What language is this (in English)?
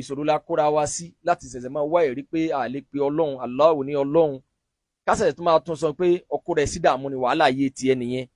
Yoruba